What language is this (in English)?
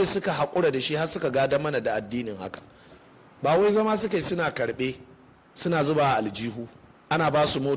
Hausa